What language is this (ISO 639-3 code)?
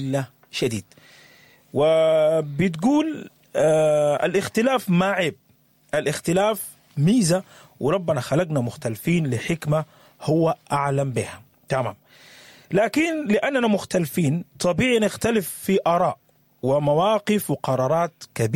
apd